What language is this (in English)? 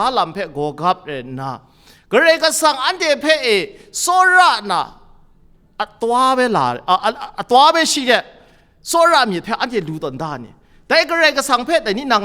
Kachin